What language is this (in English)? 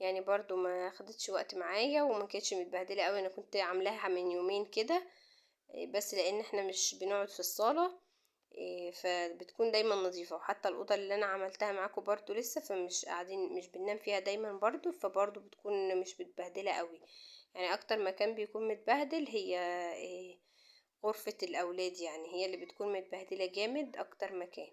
Egyptian Arabic